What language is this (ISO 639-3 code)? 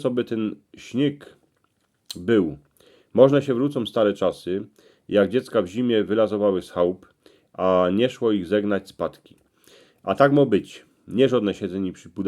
szl